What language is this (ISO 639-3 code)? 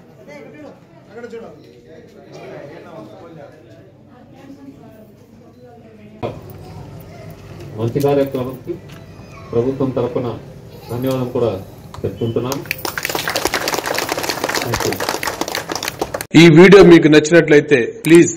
tel